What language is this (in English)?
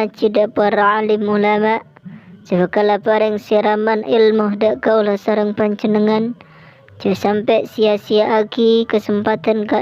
Madurese